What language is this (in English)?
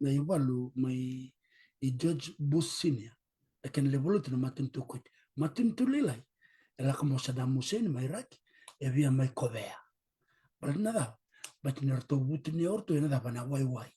Fijian